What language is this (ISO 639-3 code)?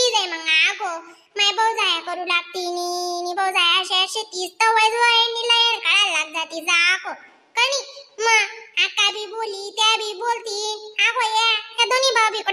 khn